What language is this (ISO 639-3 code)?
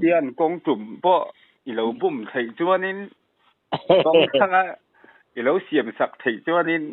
lus